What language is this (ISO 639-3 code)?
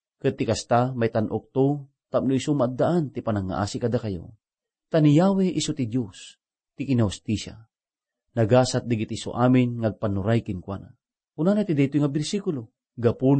ilo